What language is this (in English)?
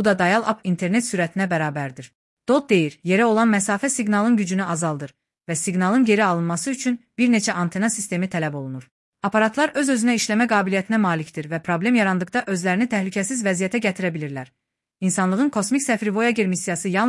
Azerbaijani